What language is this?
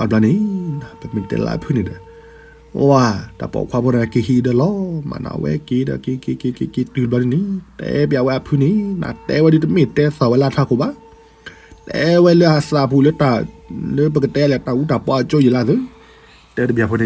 S'gaw Karen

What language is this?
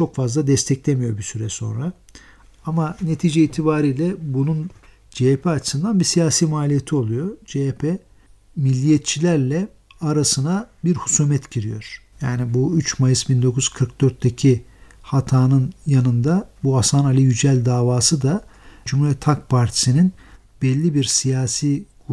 Turkish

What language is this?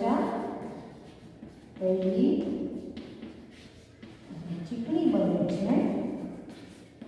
Gujarati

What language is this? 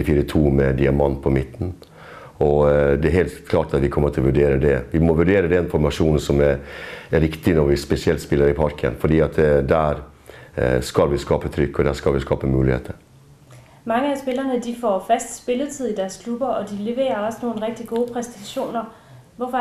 Norwegian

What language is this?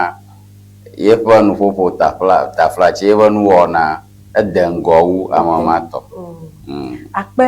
Ewe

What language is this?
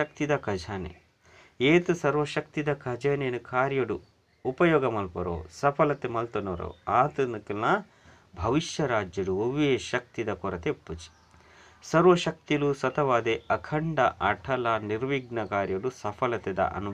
Tulu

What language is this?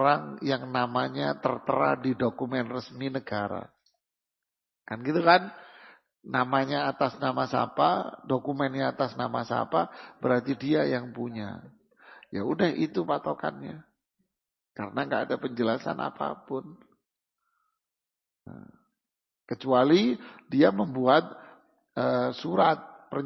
Indonesian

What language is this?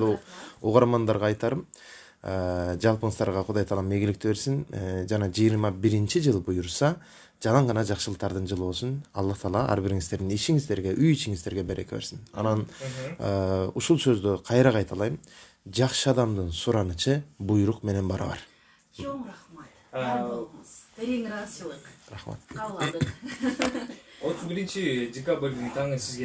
Kyrgyz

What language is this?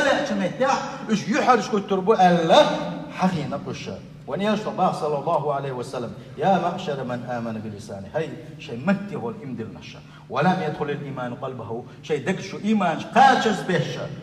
Chechen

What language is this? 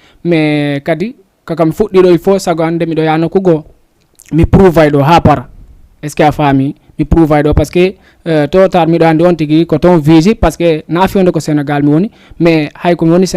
Fula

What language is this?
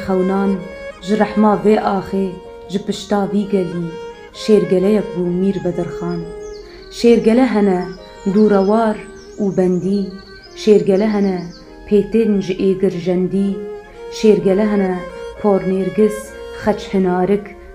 Kurdish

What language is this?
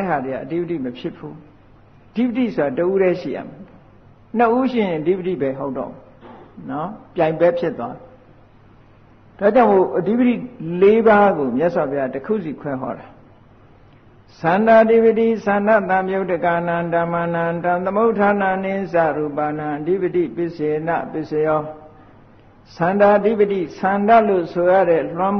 Burmese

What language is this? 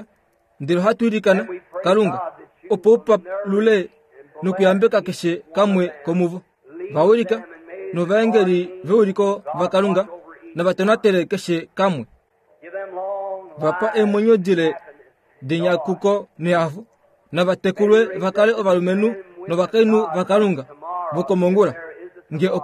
Kuanyama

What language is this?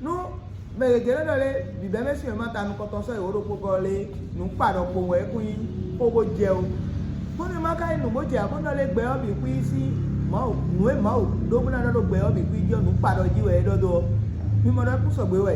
Fon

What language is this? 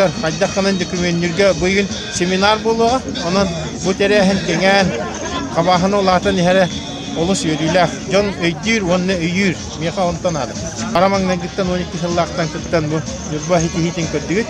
Yakut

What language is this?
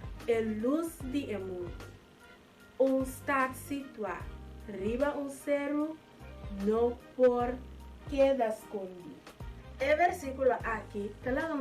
Papiamento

